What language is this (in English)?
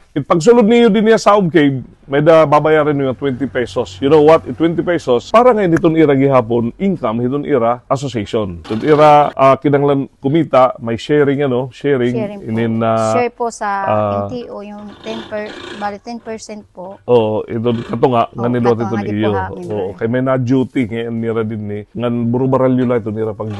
Waray